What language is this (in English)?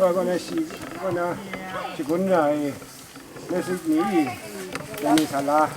Kachin